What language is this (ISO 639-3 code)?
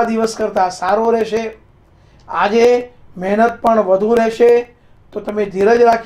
guj